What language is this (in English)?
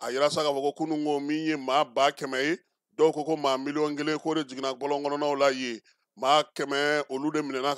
Bambara